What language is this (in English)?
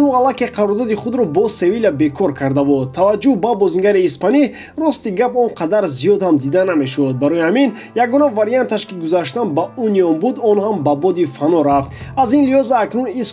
Tajik